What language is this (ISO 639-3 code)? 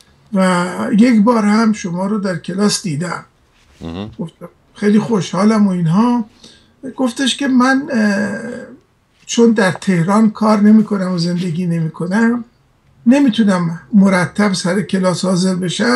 fas